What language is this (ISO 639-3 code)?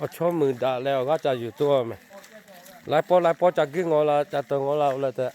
lhu